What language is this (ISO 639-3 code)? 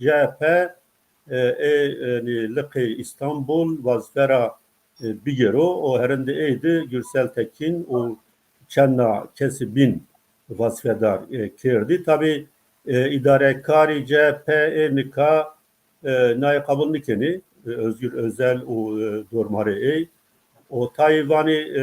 zza